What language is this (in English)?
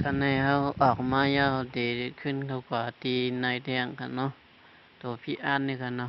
Shan